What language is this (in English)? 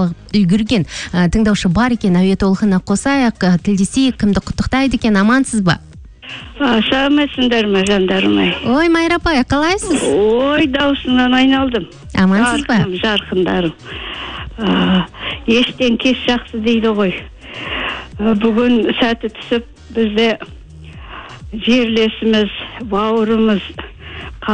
Kazakh